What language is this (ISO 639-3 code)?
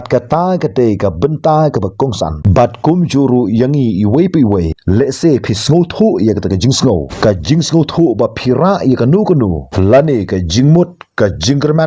kha